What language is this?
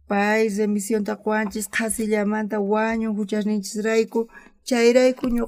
South Bolivian Quechua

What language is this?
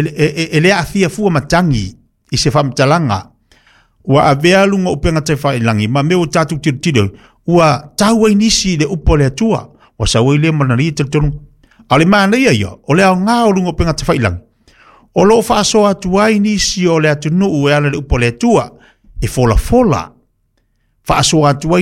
Samoan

